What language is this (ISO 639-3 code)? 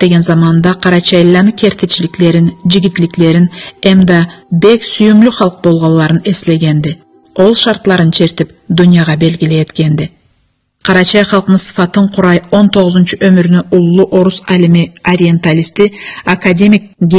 krc